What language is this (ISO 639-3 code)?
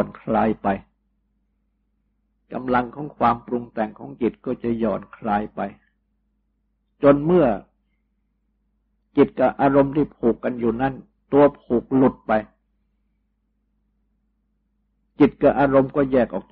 tha